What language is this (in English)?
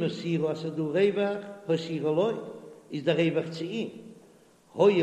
Yiddish